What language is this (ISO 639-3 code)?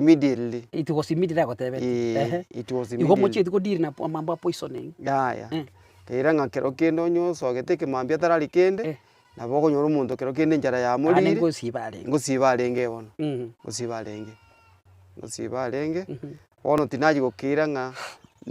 guz